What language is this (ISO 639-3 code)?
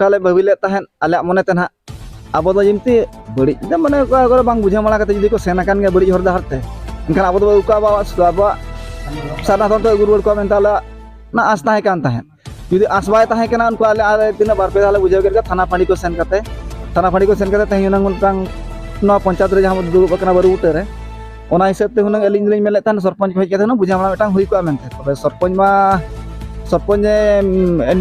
sat